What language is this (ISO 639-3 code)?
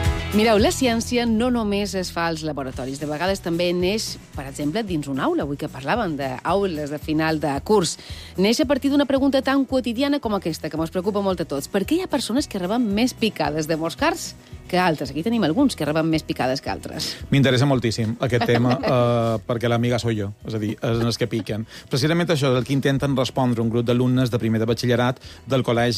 cat